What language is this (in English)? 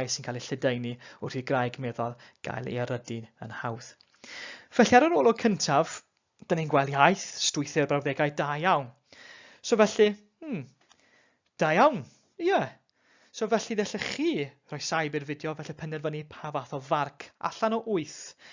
Welsh